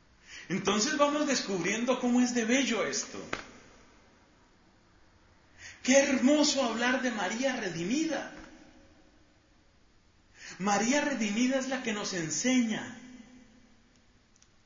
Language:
Spanish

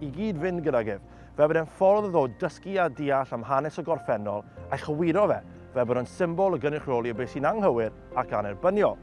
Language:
Welsh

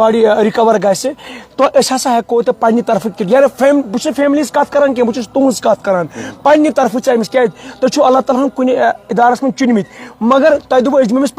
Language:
Kashmiri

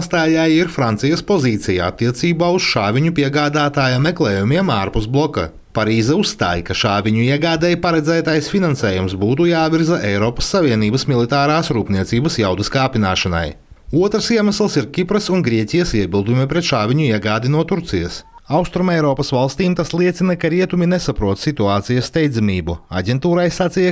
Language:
Latvian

